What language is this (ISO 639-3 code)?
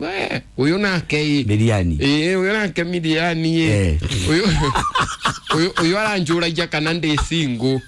kik